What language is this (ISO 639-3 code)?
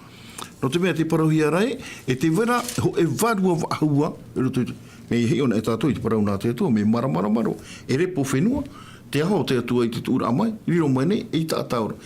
tah